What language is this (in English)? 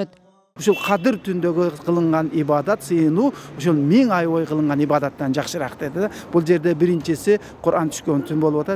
Kyrgyz